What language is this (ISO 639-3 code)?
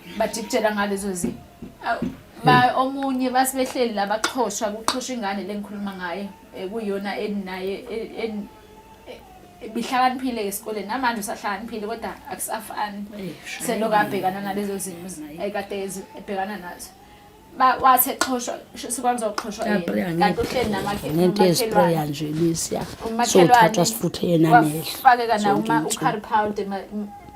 zul